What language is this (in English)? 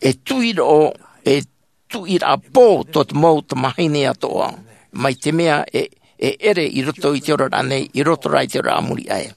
Tahitian